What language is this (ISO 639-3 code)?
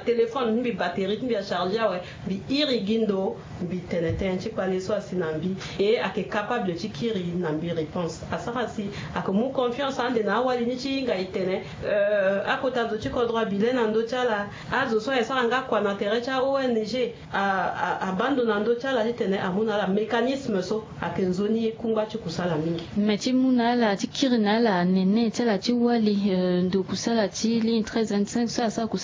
sag